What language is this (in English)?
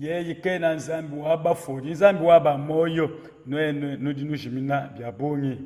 Luba-Lulua